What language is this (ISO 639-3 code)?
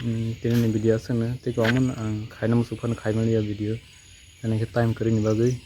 trp